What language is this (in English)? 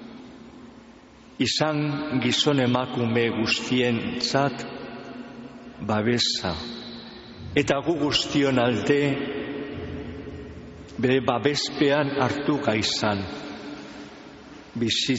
Basque